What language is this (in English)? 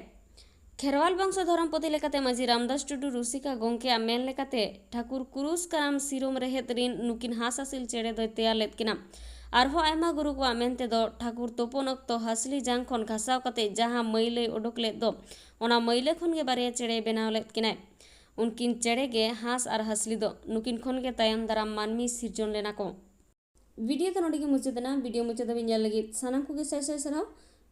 Santali